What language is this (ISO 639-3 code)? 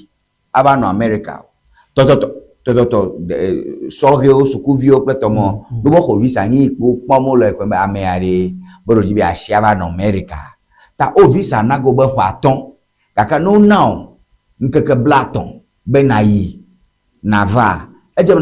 ewe